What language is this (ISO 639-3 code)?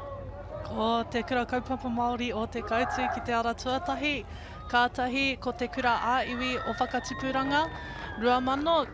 mri